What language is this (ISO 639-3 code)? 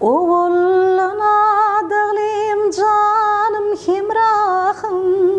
tuk